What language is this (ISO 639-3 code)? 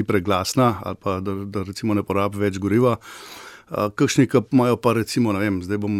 slv